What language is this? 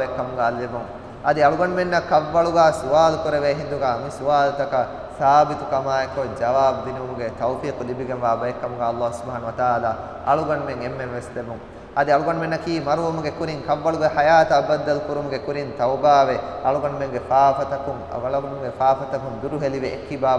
Divehi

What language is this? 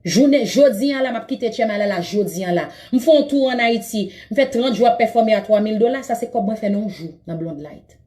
Haitian Creole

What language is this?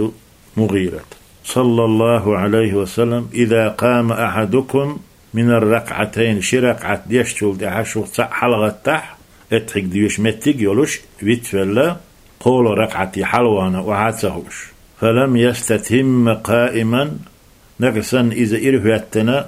Chechen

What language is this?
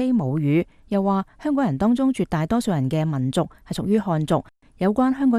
Cantonese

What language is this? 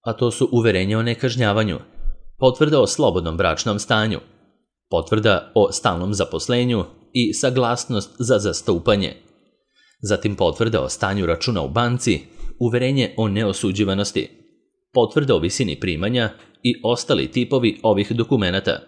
Serbian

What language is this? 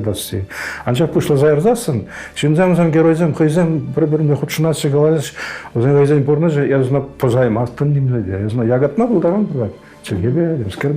Chuvash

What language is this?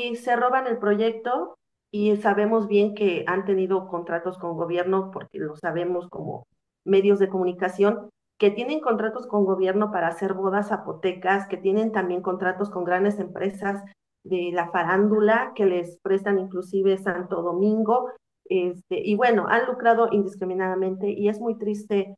Spanish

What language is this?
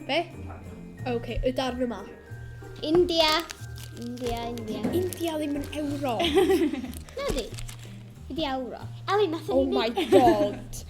Welsh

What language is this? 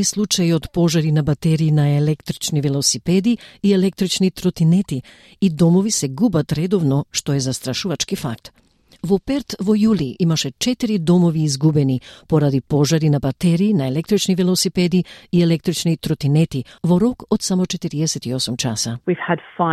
Macedonian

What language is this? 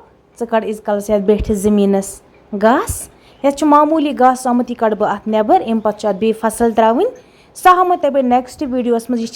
Kashmiri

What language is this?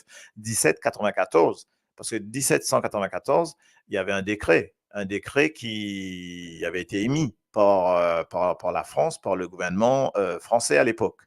Morisyen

